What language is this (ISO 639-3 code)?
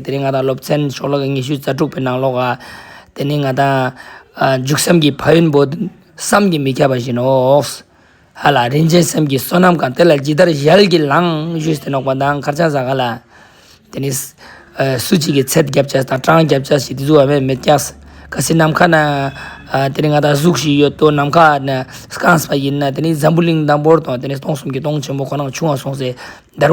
lbj